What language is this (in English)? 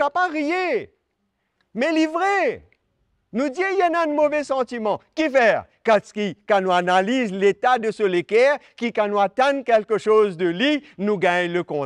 Morisyen